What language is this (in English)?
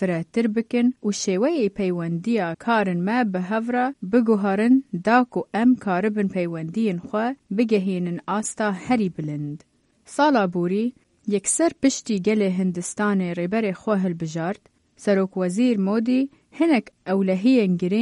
Kurdish